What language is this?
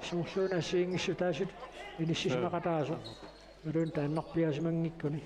Kalaallisut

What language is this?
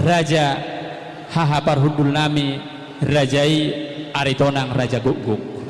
Batak Toba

